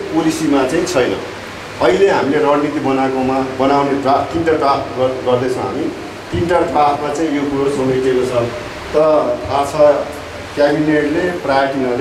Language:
Nepali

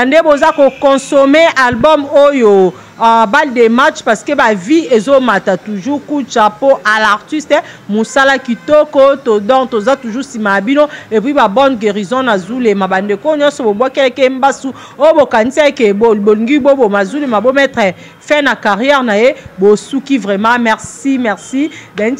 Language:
Lingala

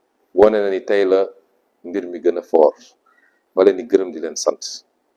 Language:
Wolof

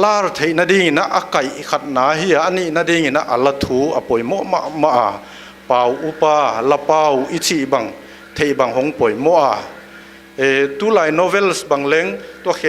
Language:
Paite Chin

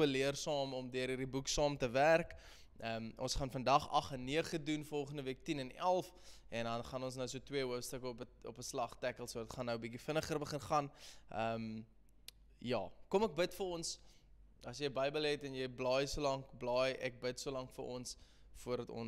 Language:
Afrikaans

